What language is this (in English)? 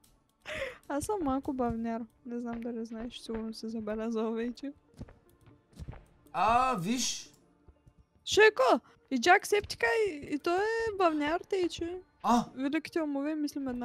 Bulgarian